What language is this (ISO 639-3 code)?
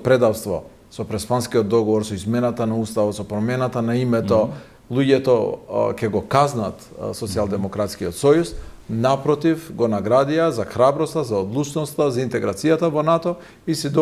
mkd